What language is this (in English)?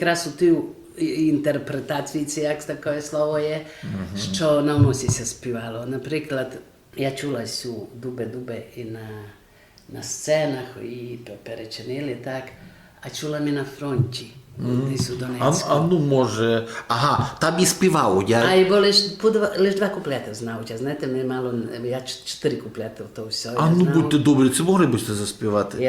Rusyn